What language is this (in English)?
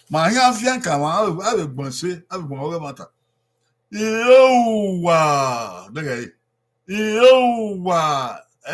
Bini